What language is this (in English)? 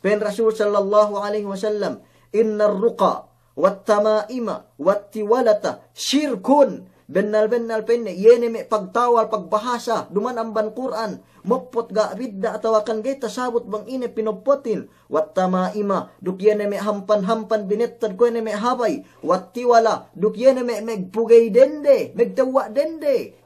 Yakan